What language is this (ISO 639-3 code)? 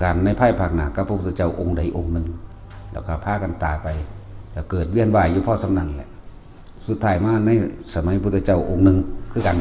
tts